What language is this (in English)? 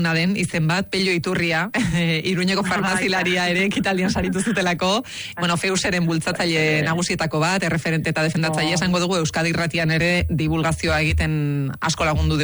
Basque